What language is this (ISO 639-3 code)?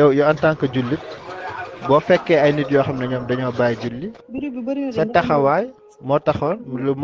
wol